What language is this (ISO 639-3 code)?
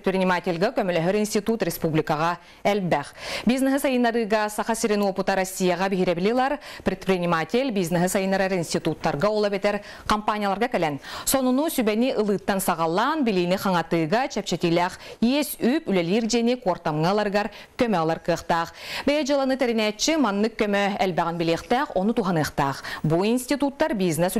sah